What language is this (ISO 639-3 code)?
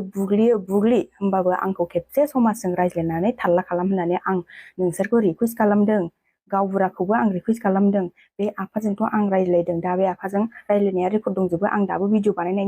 brx